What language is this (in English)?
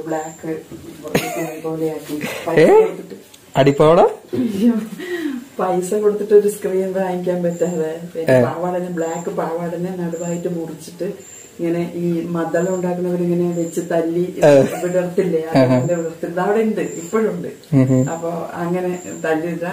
Malayalam